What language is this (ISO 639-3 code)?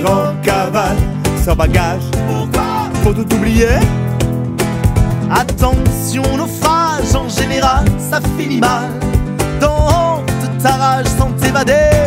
fra